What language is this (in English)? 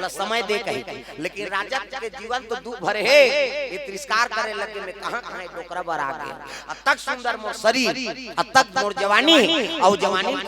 Chhattisgarhi